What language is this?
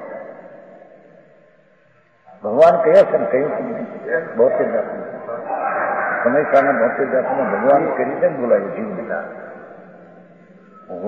Gujarati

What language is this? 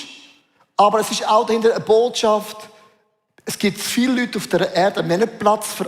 Swiss German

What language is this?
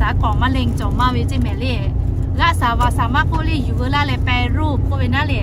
Lahu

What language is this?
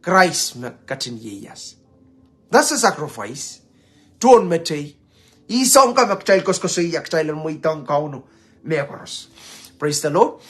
Pohnpeian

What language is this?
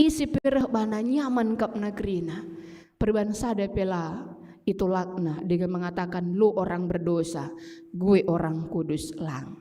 Batak Karo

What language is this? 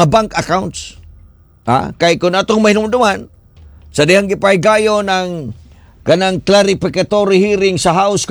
Cebuano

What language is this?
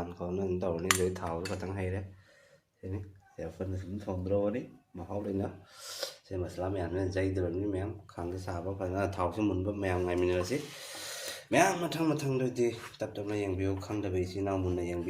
Manipuri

